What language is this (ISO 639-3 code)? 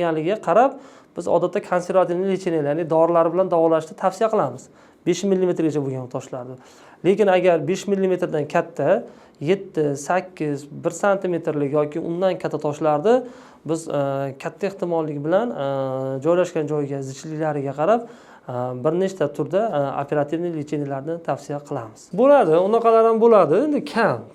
uzb